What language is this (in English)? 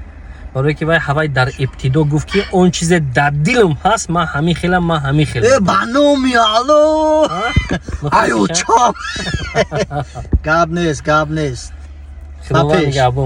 Tajik